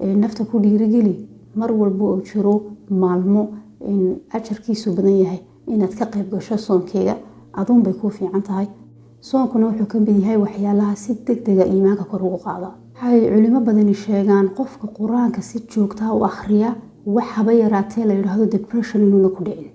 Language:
Somali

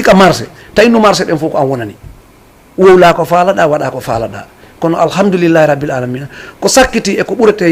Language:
Fula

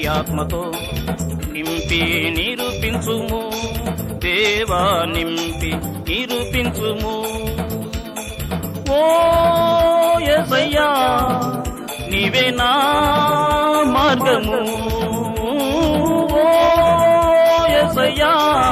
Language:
Telugu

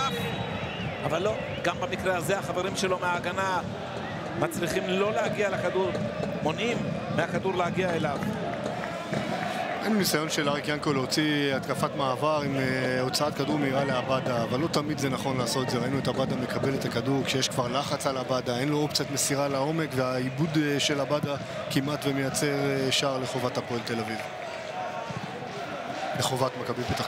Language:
Hebrew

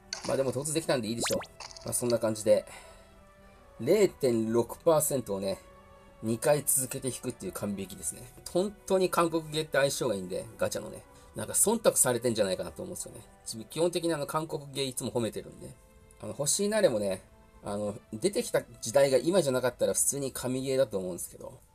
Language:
Japanese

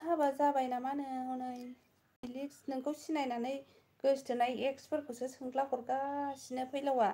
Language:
Bodo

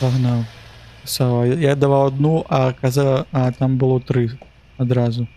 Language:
Belarusian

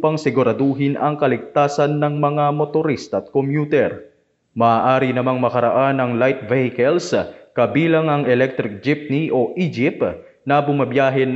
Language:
Filipino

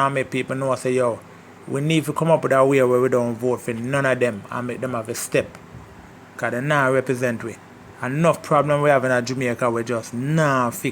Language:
Jamaican Creole English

